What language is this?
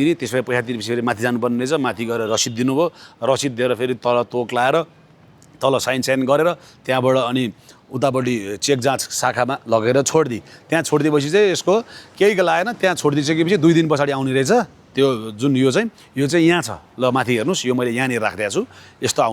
Nepali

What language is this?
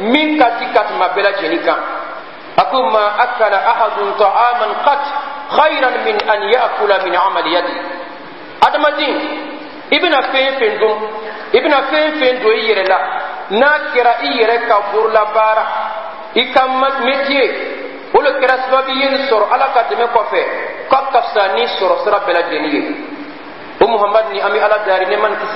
Bambara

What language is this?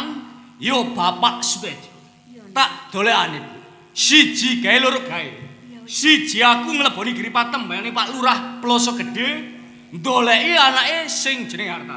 Javanese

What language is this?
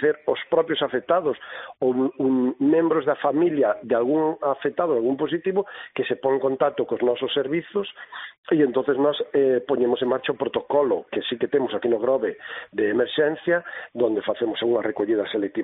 Galician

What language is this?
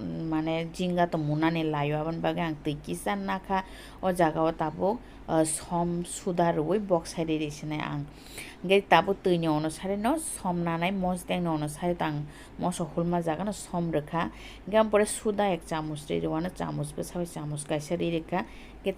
Kok Borok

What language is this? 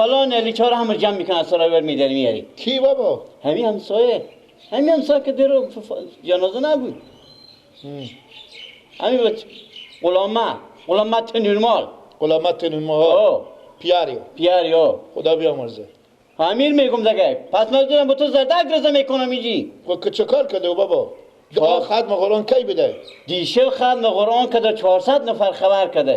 Persian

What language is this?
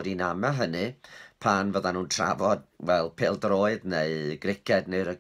Welsh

